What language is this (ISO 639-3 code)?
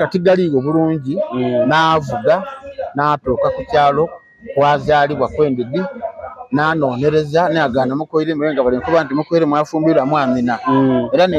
xog